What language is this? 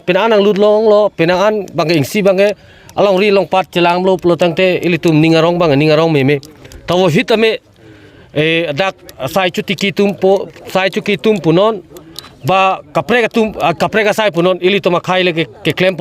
Karbi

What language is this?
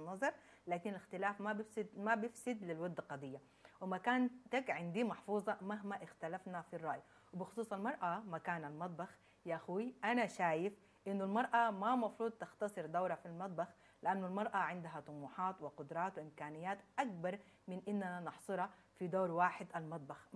Sudanese Arabic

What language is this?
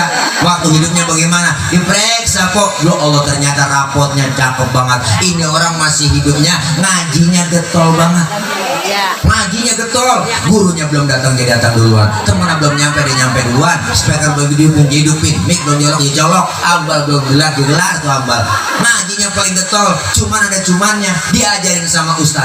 Betawi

